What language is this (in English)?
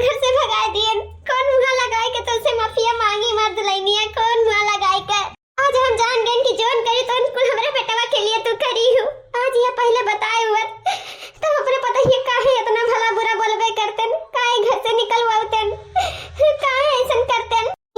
Awadhi